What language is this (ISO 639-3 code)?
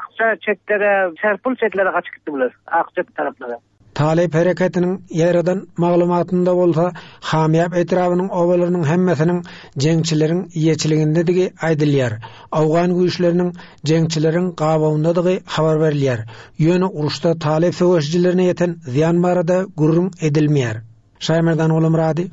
tuk